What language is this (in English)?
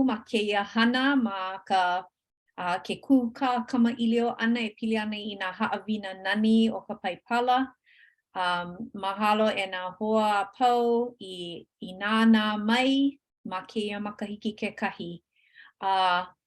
Hawaiian